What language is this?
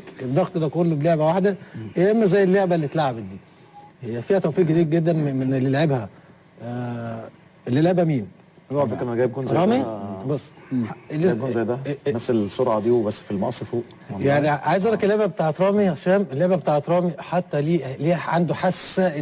Egyptian Arabic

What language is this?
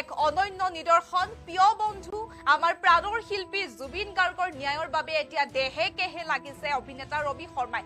Assamese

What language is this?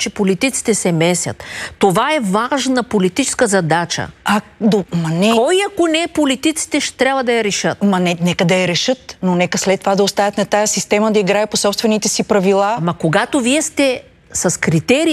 Bulgarian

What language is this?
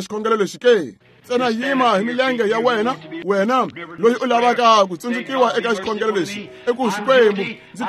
Tsonga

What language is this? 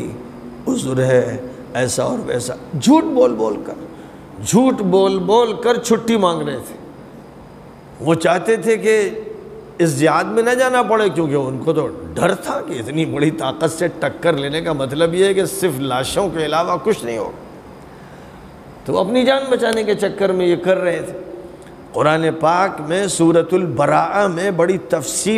Urdu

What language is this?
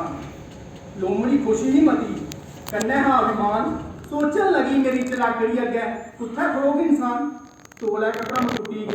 Dogri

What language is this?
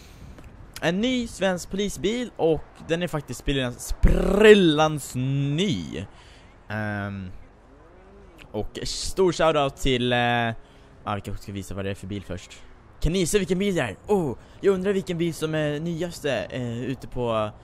Swedish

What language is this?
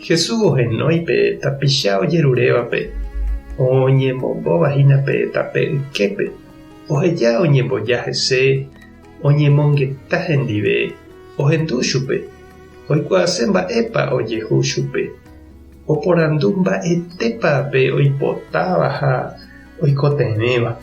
Guarani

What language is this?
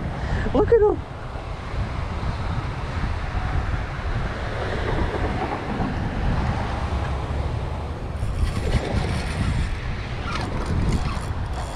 English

